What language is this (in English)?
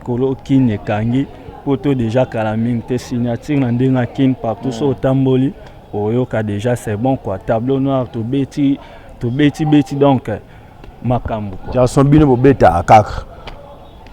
Lingala